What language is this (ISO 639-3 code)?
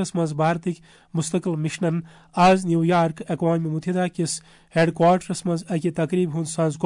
kas